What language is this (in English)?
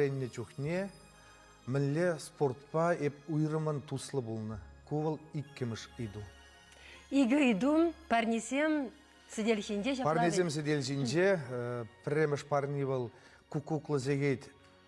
Chuvash